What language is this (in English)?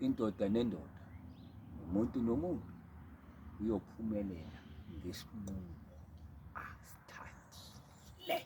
Zulu